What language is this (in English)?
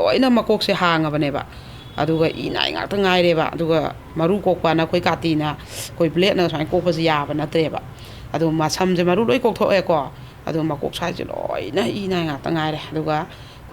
Manipuri